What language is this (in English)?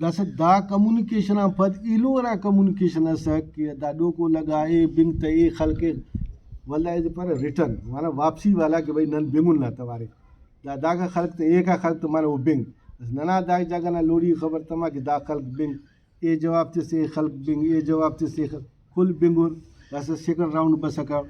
Brahui